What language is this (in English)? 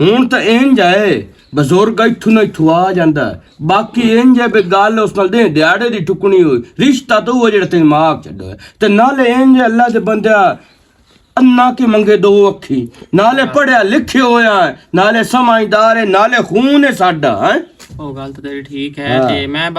Western Panjabi